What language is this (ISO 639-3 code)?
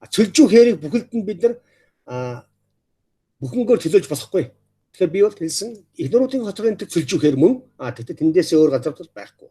mon